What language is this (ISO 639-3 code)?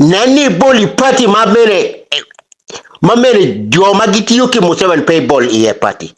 ach